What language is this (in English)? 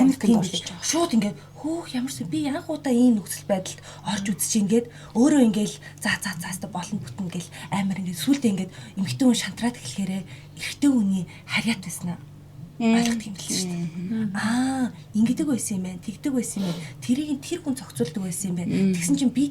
Mongolian